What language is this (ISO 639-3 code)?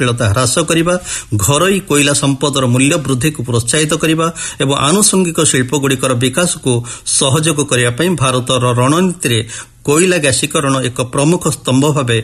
ori